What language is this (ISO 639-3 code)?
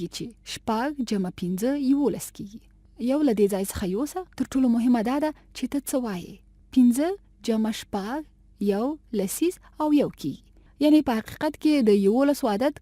pus